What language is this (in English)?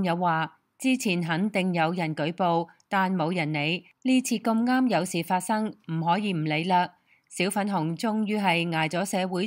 Cantonese